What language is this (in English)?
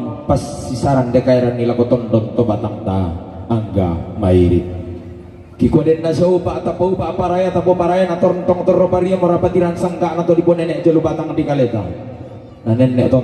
Toraja-Sa'dan